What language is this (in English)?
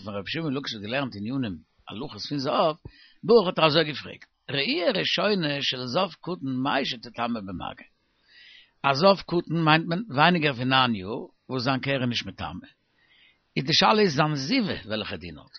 Yiddish